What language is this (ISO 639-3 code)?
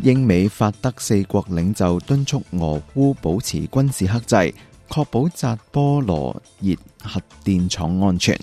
yue